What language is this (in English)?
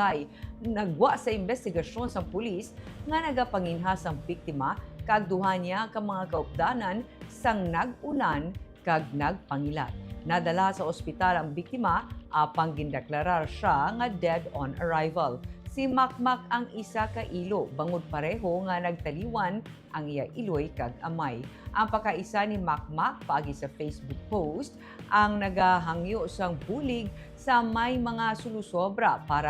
Hiligaynon